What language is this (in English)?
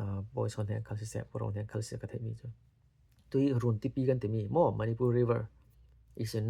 Falam Chin